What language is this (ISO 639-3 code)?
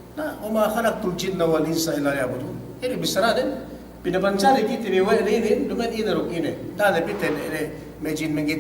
yka